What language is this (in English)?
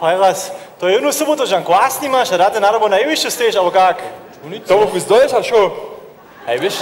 Upper Sorbian